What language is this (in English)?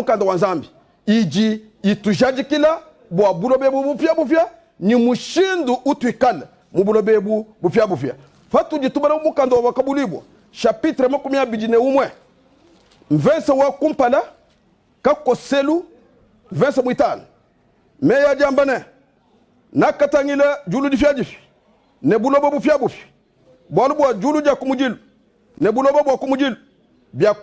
Luba-Lulua